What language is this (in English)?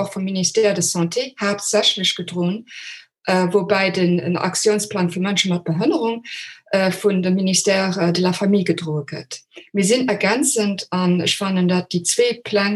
Luxembourgish